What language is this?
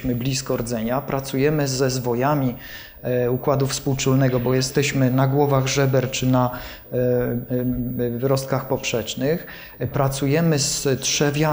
Polish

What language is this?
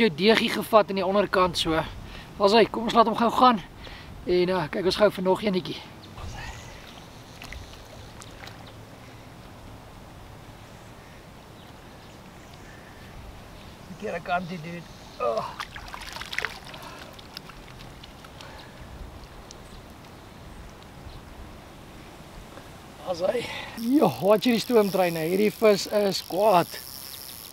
Afrikaans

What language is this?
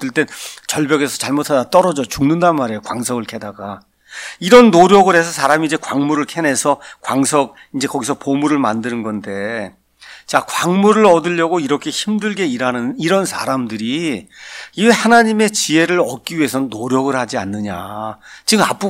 Korean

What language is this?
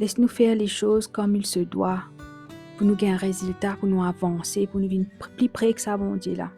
Morisyen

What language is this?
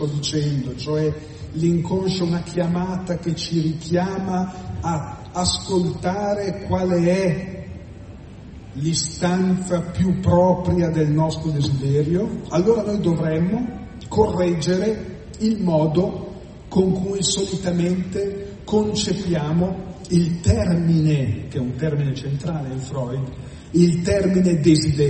Italian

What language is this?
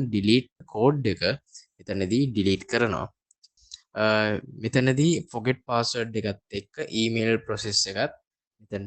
Sinhala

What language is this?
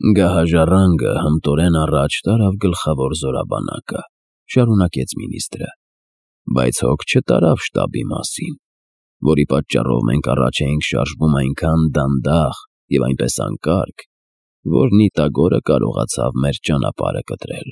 Armenian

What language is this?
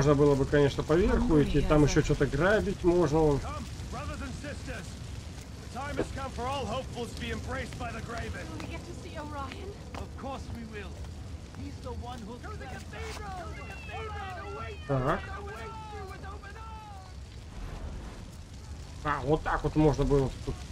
Russian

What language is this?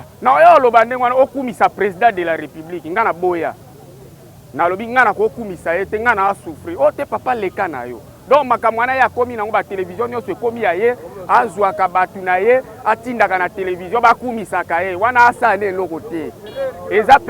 Lingala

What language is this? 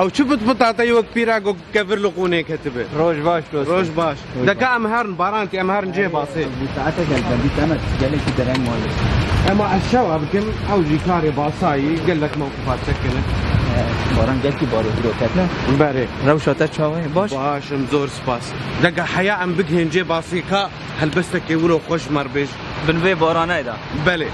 Kurdish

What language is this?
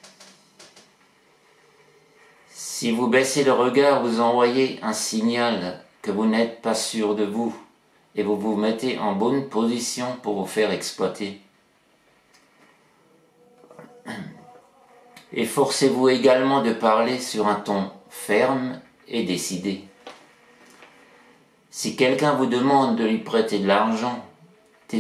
French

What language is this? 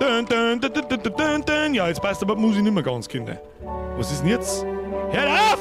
Bavarian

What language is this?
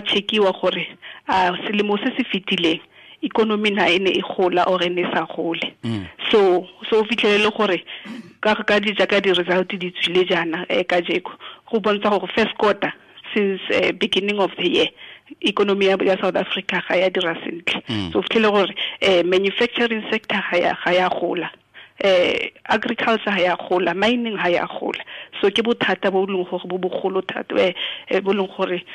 Tswana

